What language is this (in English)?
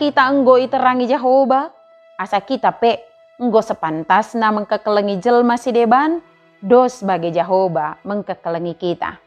Batak Dairi